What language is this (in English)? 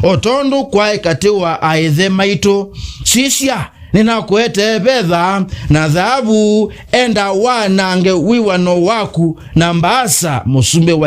Kamba